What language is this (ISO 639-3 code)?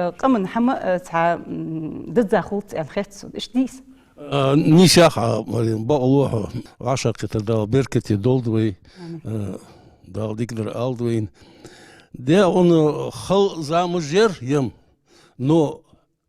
inh